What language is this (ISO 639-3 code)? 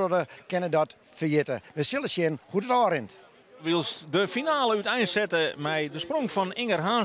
fry